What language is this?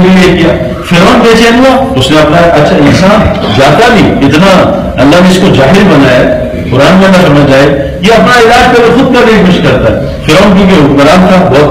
Urdu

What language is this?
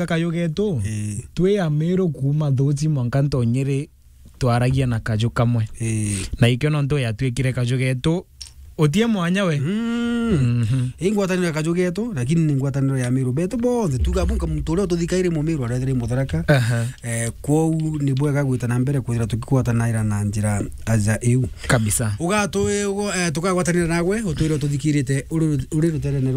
Meru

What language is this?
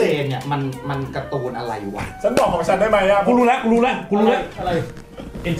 Thai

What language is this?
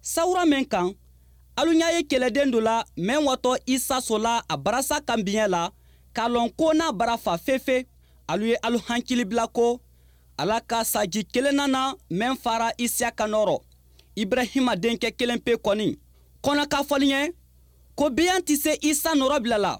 Bambara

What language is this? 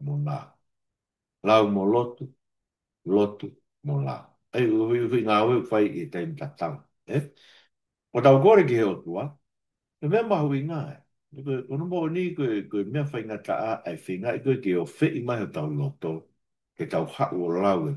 Tongan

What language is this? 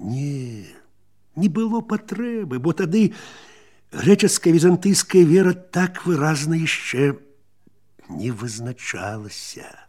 Belarusian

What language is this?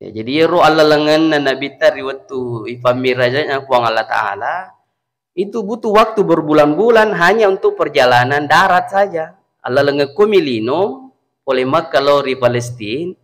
Buginese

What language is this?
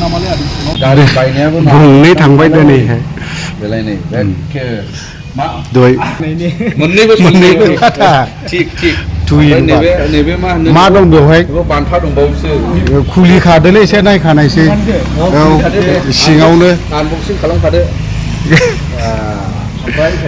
Bodo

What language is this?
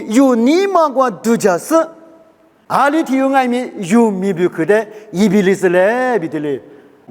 Lisu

